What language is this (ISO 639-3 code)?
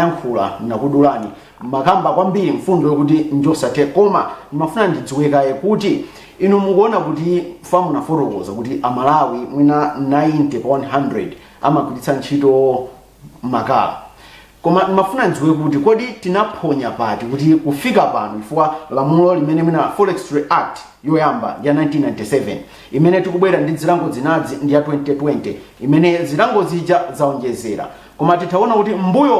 nya